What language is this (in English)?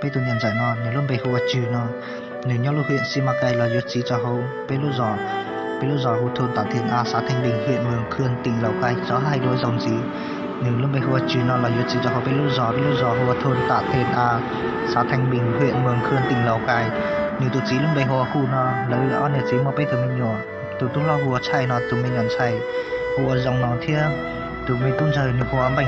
Hmong